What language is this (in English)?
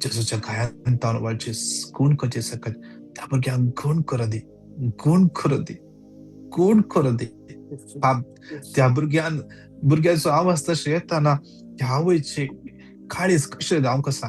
Konkani